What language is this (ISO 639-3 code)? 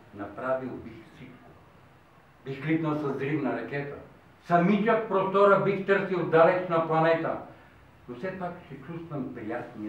bul